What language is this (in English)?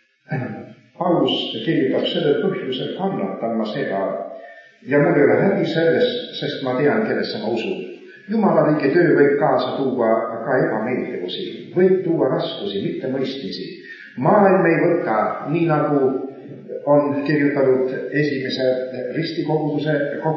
Estonian